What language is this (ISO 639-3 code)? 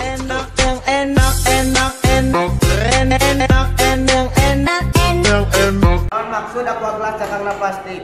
sun